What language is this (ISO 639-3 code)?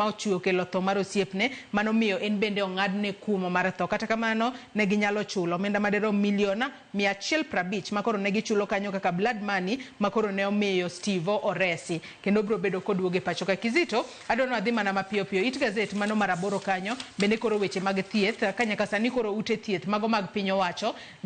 luo